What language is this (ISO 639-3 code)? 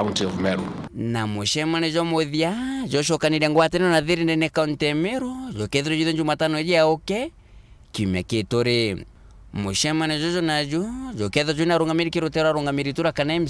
mer